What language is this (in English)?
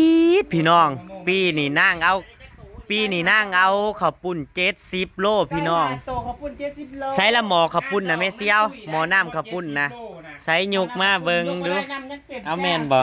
Northeastern Thai